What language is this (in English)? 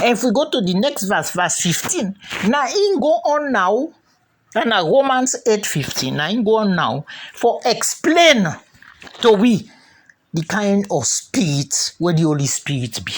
Krio